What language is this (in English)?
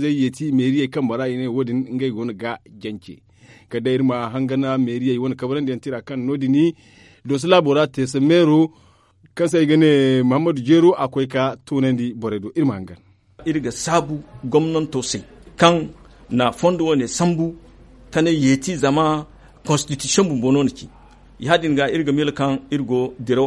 Zarma